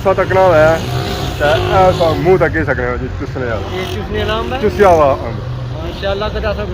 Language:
Pahari-Potwari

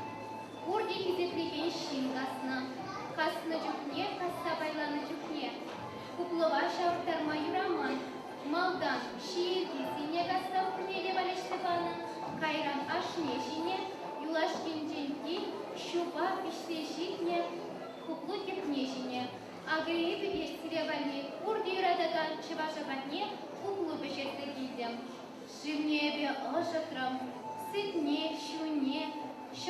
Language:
Chuvash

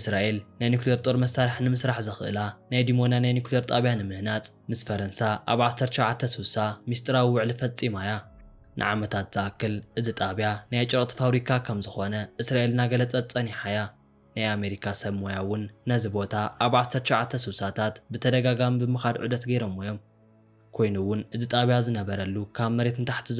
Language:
Tigrinya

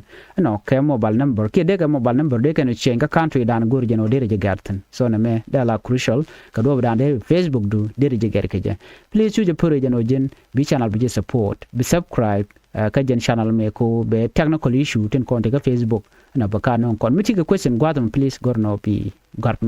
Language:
Nuer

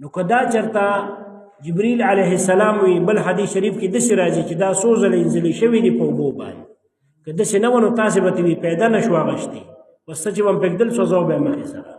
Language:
Pashto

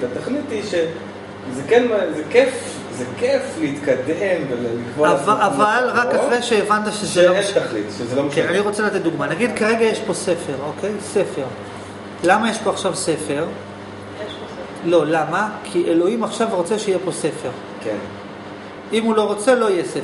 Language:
Hebrew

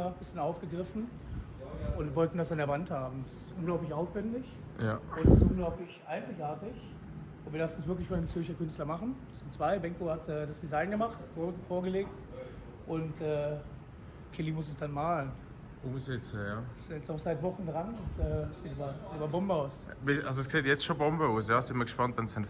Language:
Swiss German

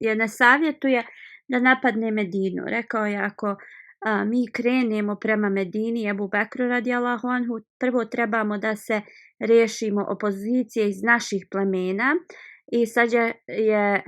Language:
Bosnian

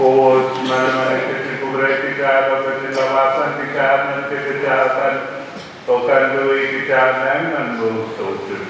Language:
Pohnpeian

